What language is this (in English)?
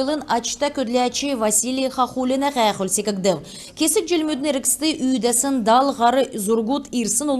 Kalmyk